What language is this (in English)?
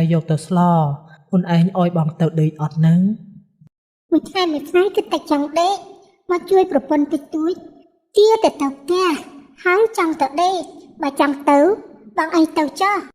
Khmer